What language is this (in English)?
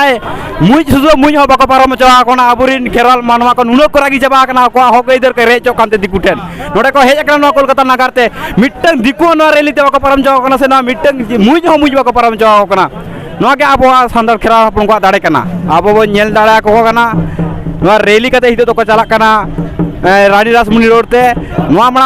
Santali